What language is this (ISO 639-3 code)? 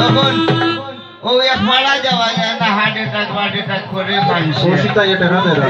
syl